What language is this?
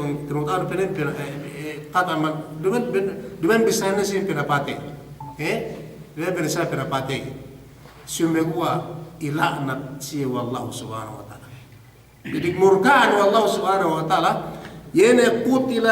Yakan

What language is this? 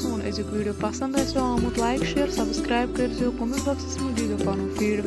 Kashmiri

